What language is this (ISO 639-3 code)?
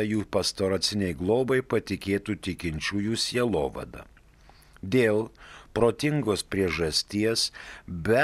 lit